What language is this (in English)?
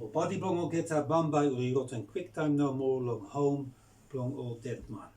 Bislama